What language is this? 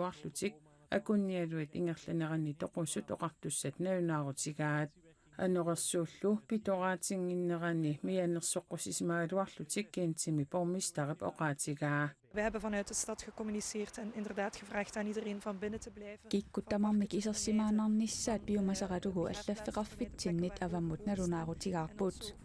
Kalaallisut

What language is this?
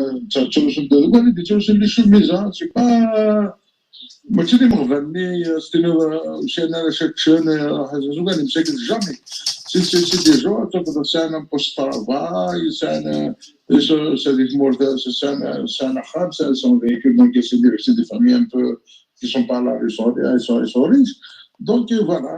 Kabyle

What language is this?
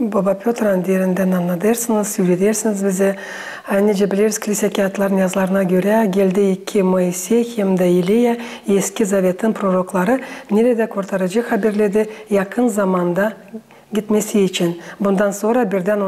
Gagauz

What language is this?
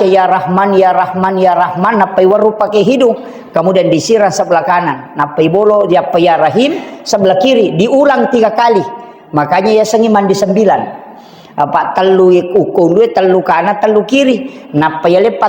Buginese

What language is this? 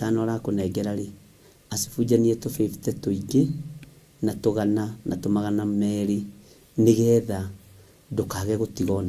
Kikuyu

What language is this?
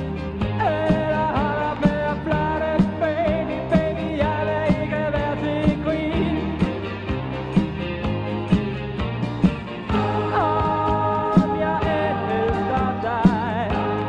Danish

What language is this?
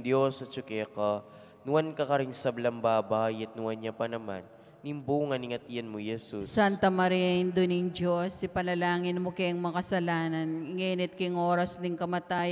Pampanga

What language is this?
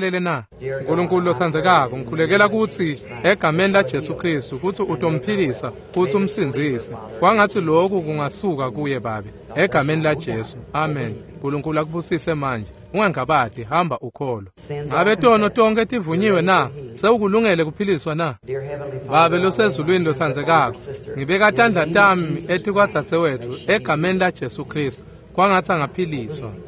Swati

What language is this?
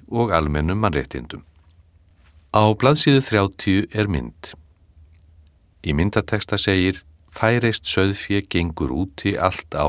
Icelandic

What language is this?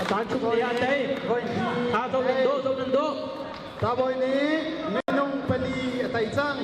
Hakha Chin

